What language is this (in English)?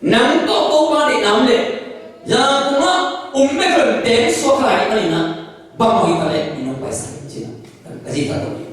Tedim Chin